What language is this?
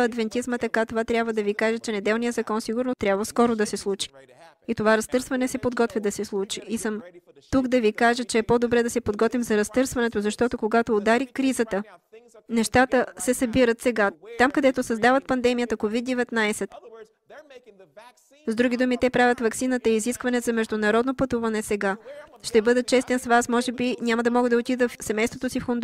Bulgarian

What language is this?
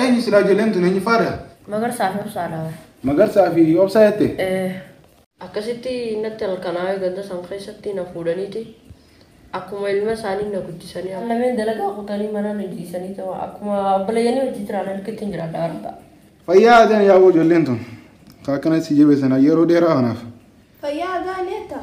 Oromo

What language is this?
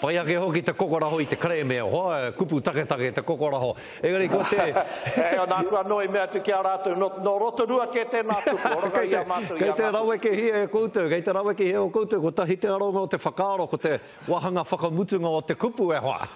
Māori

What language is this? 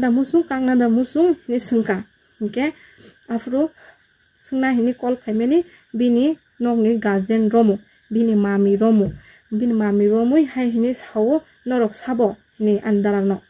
Kok Borok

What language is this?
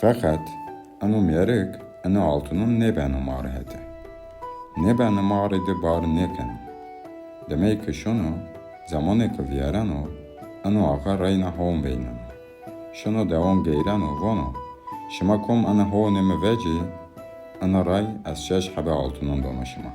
Zaza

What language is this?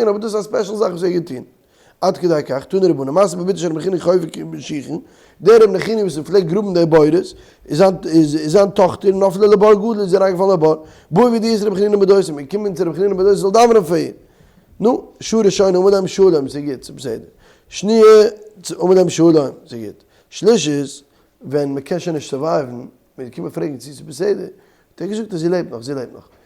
Yiddish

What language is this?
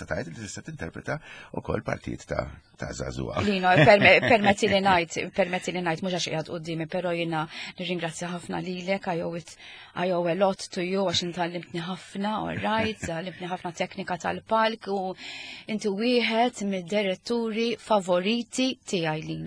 Maltese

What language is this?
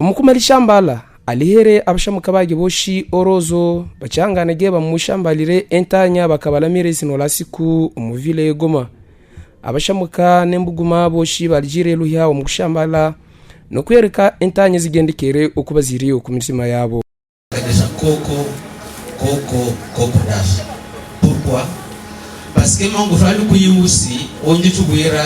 Havu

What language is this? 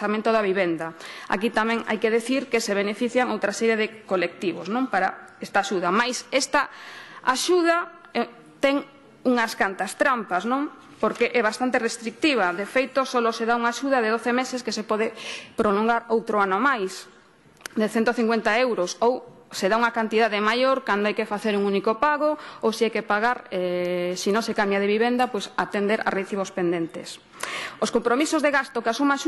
Galician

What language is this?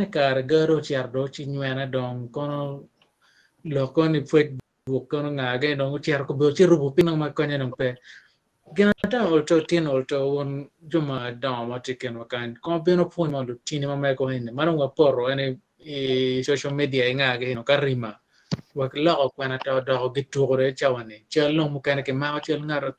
Acoli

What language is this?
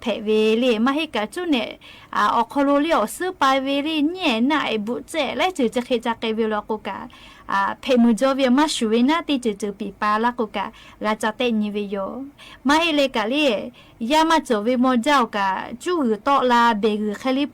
Lahu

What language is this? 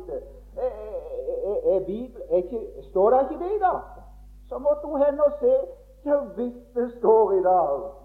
Norwegian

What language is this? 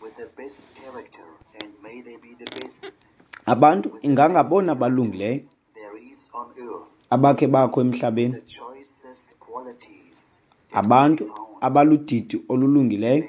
Xhosa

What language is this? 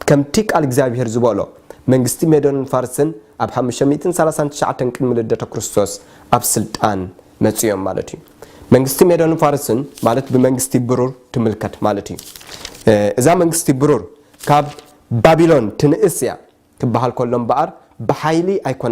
Tigrinya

